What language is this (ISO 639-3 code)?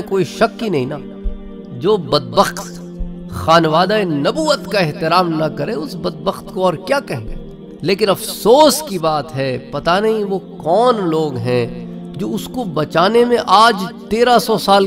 urd